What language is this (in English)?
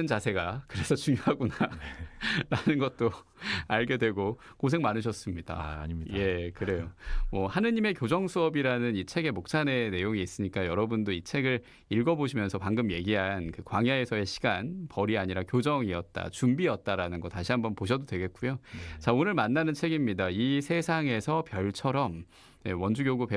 Korean